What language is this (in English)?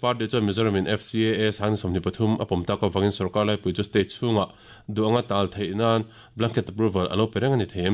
Mizo